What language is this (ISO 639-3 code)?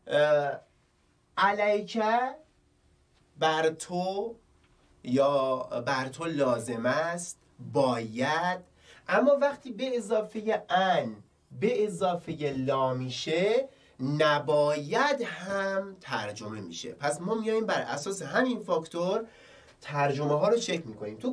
fas